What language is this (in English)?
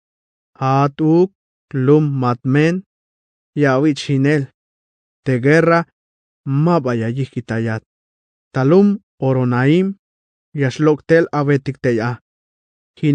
Tzeltal